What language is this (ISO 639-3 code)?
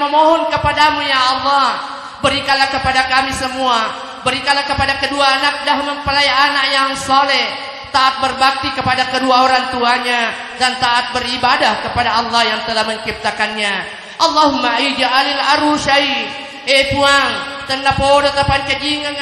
bug